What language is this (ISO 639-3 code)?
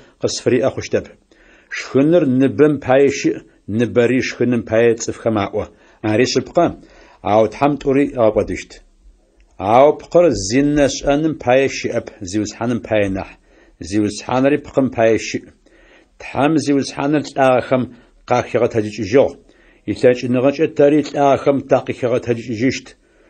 ady